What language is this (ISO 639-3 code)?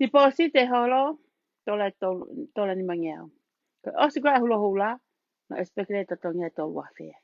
ton